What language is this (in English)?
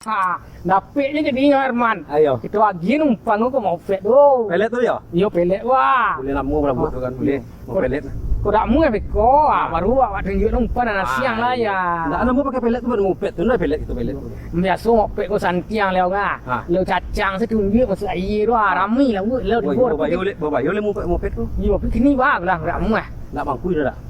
Minangkabau